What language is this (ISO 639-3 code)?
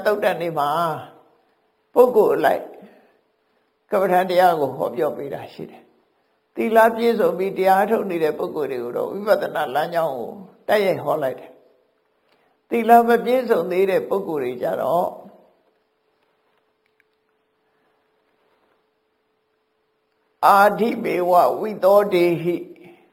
mya